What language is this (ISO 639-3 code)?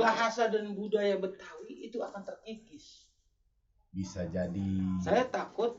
bew